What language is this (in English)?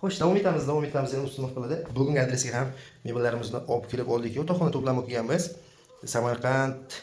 Uzbek